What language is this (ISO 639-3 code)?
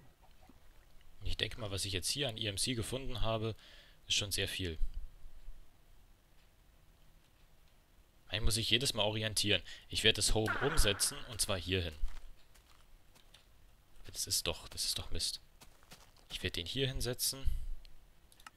deu